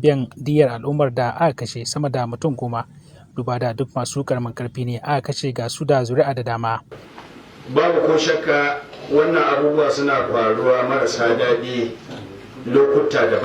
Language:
Hausa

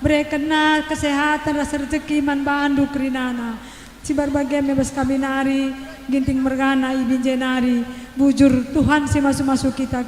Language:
Batak Karo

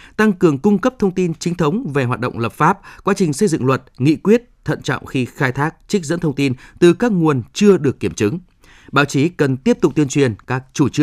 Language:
Vietnamese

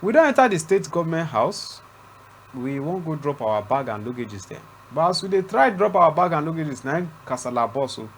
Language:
Nigerian Pidgin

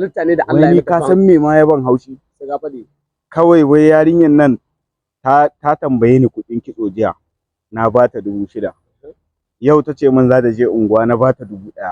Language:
Hausa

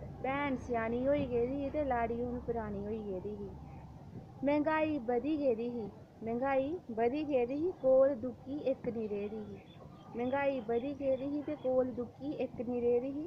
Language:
Dogri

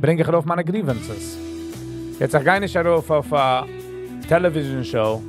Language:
Yiddish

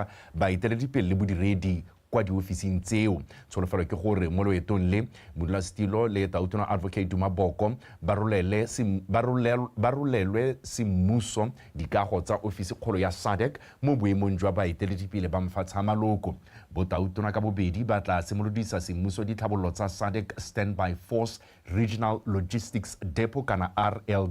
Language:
Tswana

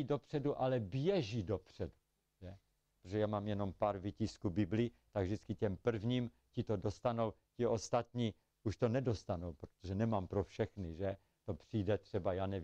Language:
Czech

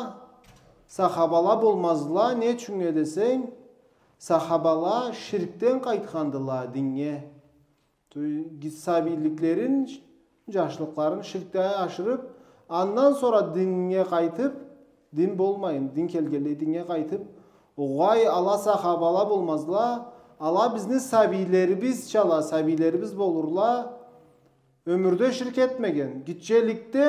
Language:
Karachay-Balkar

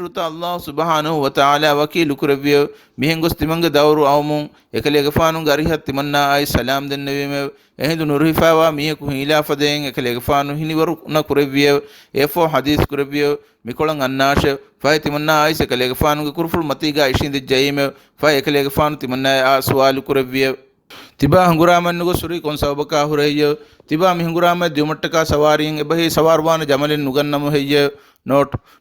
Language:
Divehi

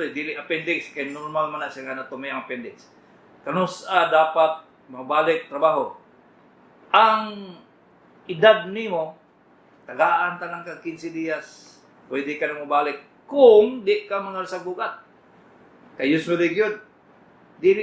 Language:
Cebuano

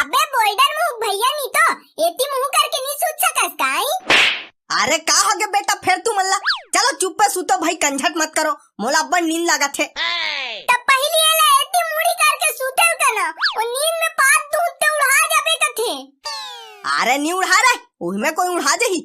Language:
Chhattisgarhi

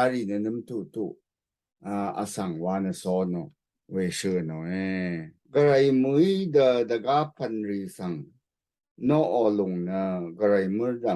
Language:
Rawang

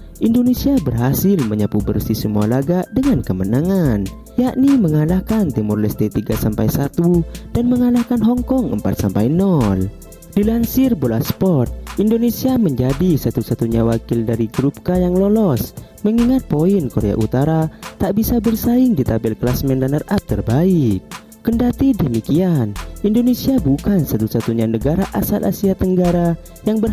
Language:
Indonesian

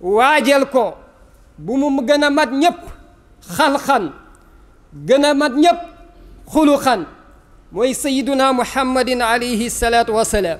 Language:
Wolof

